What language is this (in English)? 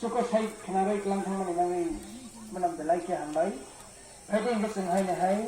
Kok Borok